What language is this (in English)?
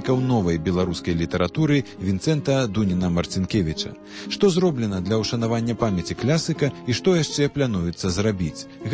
Belarusian